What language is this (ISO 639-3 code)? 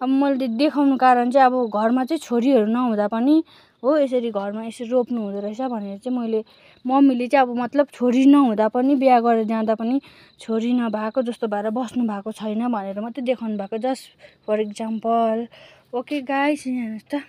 nep